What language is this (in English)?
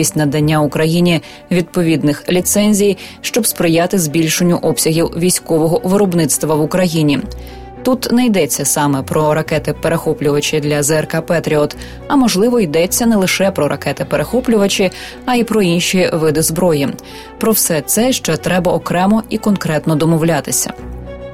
Ukrainian